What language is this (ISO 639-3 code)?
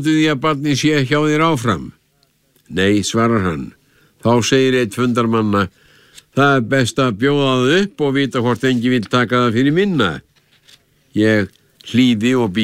isl